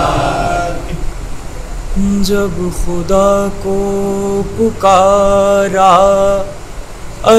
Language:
Urdu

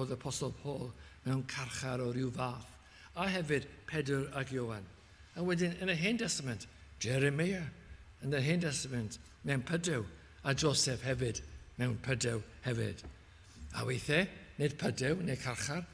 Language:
Welsh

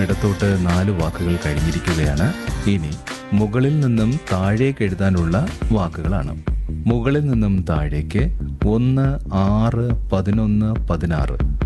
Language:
Malayalam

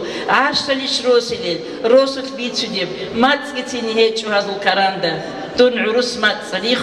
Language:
Avaric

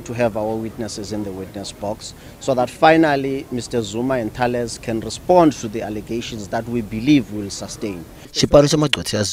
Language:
Tsonga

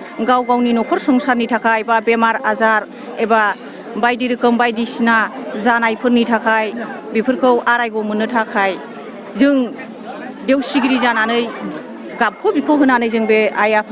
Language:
Bodo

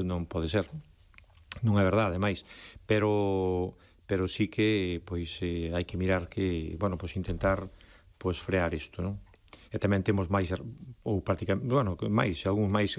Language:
Galician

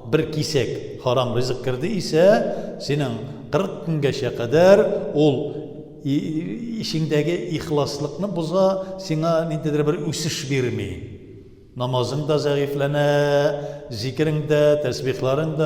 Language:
Tatar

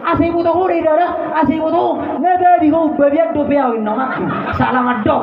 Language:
Batak Toba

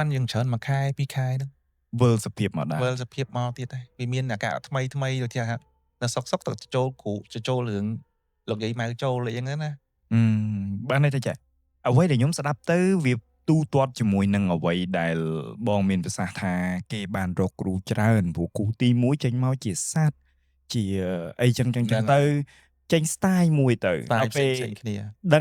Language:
Khmer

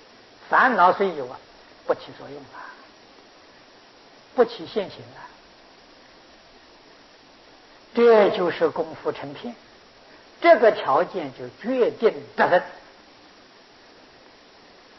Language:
Chinese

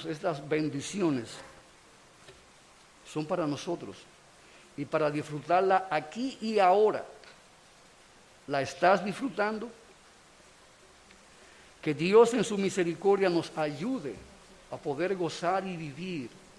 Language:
Spanish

